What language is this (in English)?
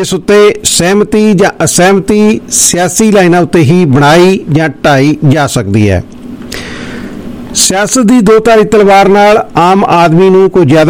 Punjabi